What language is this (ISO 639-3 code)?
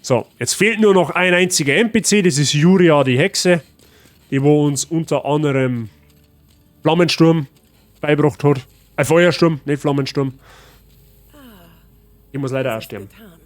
bar